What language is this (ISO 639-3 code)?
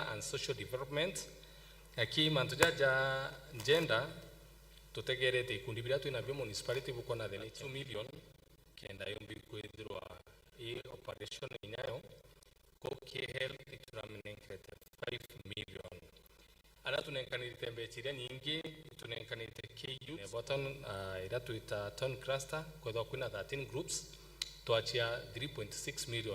mer